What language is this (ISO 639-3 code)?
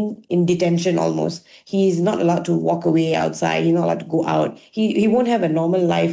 eng